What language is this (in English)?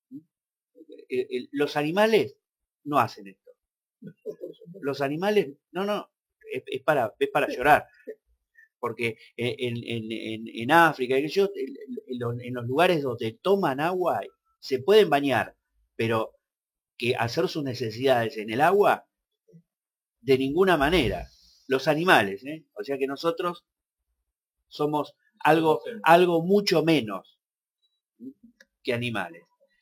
Spanish